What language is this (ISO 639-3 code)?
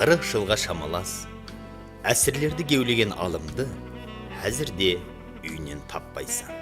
kaa